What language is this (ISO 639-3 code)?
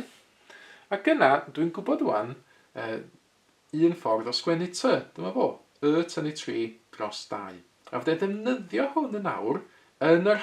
cym